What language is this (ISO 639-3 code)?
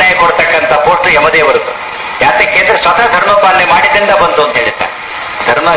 kan